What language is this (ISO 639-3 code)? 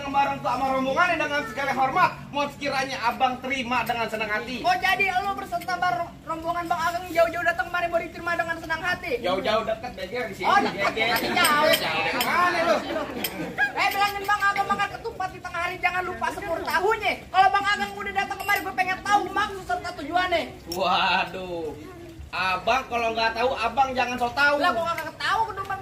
bew